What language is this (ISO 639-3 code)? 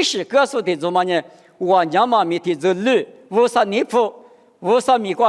lis